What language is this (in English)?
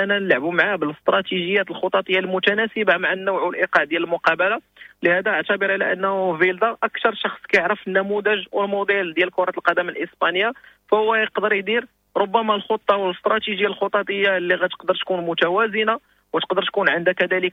Moroccan Arabic